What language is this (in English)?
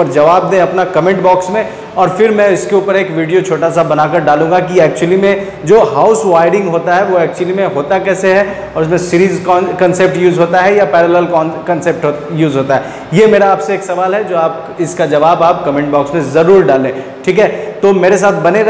Hindi